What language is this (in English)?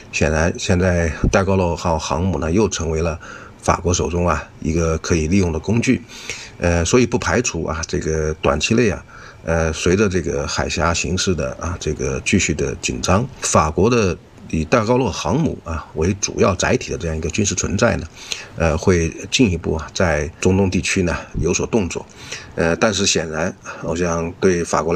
Chinese